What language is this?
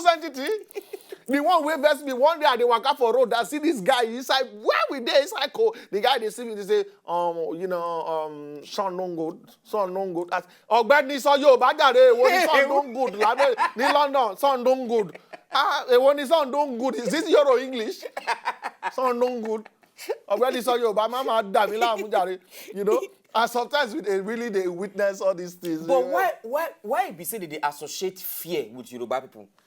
Nigerian Pidgin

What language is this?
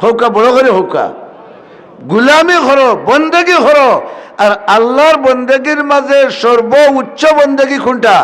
Sylheti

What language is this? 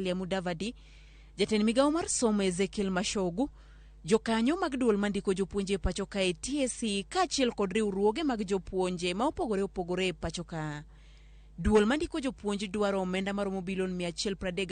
Luo (Kenya and Tanzania)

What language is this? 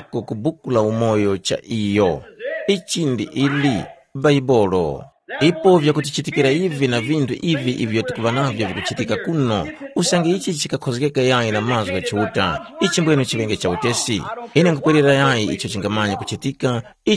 Tumbuka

